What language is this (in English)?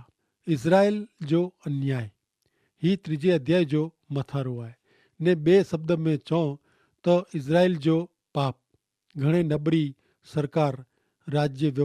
Kachhi